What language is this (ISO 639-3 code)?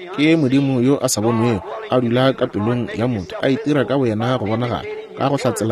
nso